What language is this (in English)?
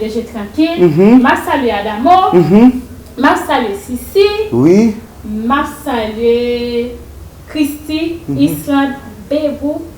Haitian Creole